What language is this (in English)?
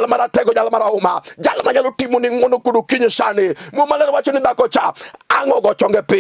Luo (Kenya and Tanzania)